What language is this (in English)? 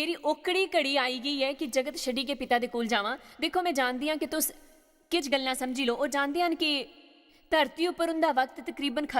Dogri